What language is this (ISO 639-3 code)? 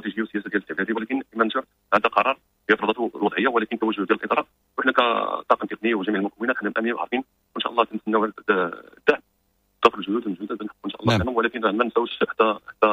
ary